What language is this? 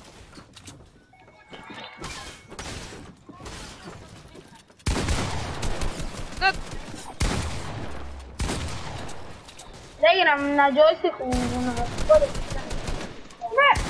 Croatian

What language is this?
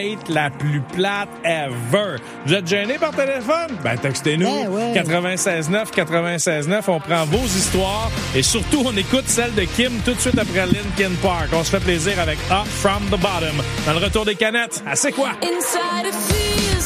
French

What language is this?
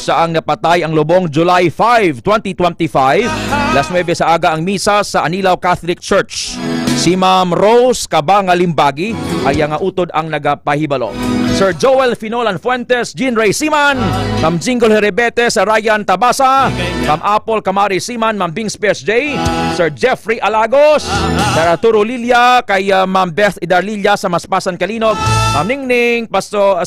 Hiligaynon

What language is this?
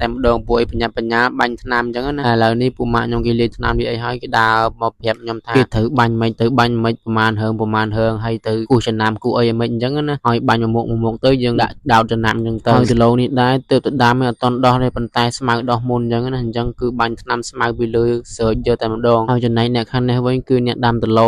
Khmer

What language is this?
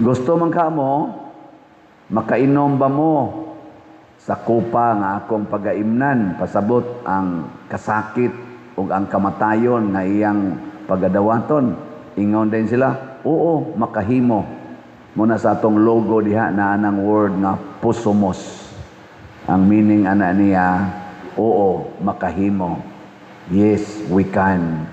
Cebuano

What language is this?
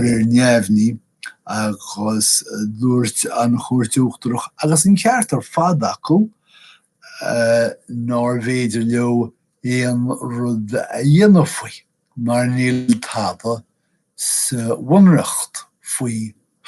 Irish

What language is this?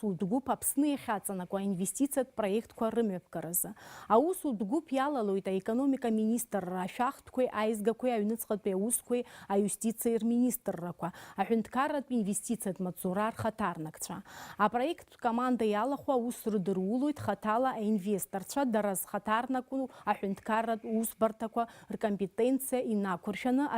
Abkhazian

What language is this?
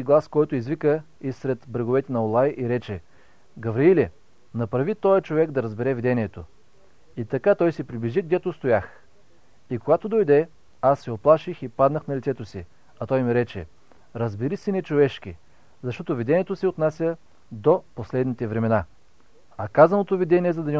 Bulgarian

